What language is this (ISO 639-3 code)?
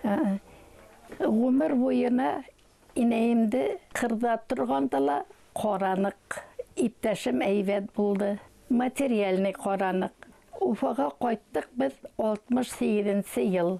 bak